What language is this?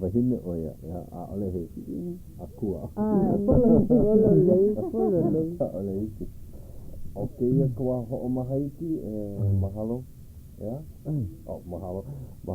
Hawaiian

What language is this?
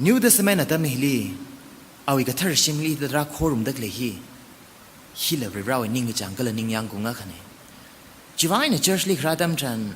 Tangkhul Naga (India)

